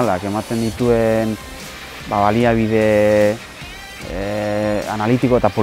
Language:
Basque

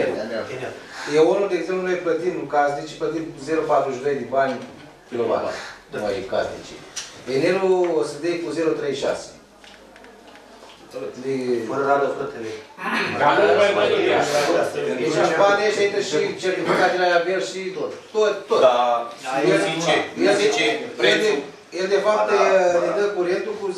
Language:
Romanian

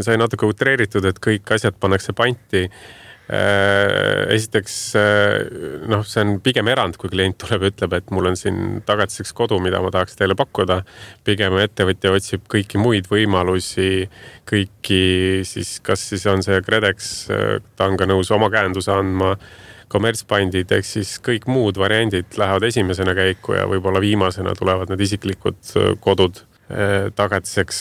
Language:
Estonian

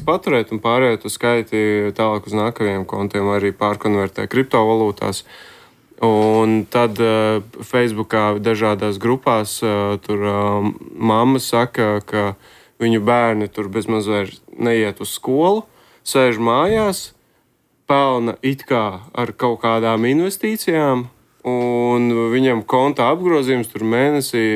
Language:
Latvian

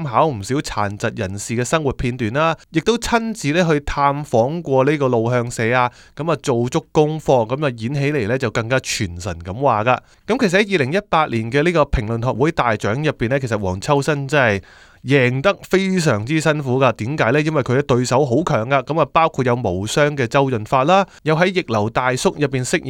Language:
Cantonese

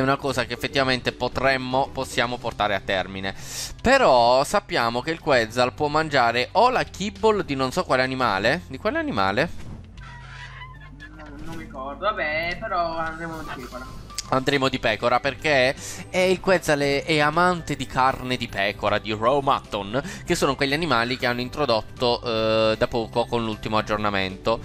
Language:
Italian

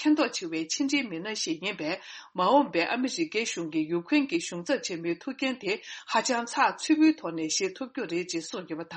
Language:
Tibetan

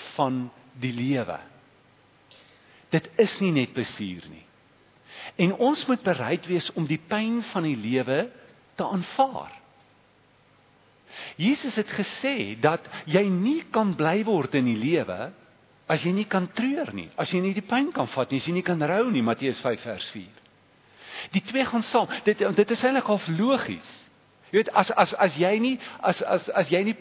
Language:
Afrikaans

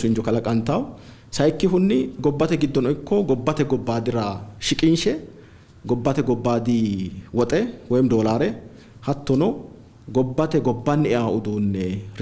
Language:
Sidamo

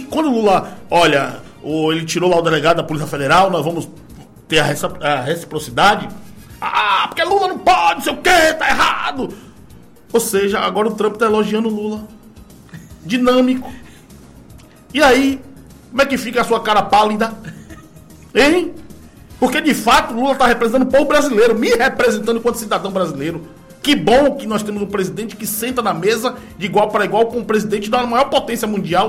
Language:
Portuguese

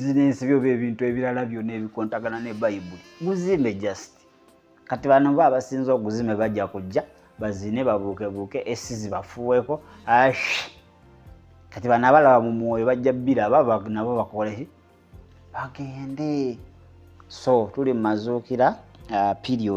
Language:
Ganda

